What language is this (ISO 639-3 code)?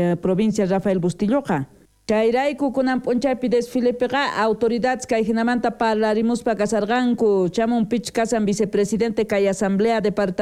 quh